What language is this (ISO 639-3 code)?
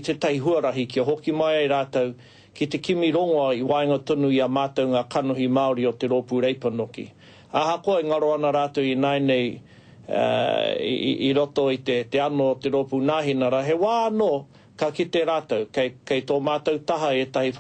mri